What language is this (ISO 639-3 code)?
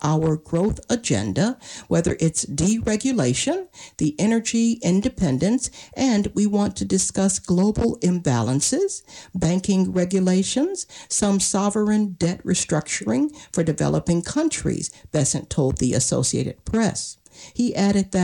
eng